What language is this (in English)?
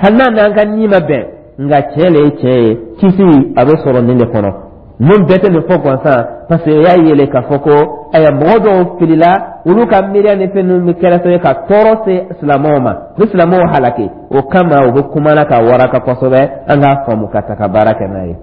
Dyula